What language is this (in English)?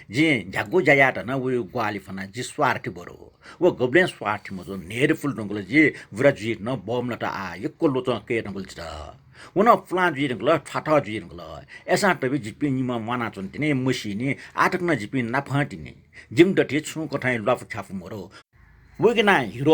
Newari